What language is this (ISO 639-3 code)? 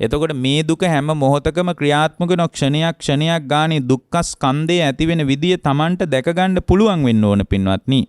sin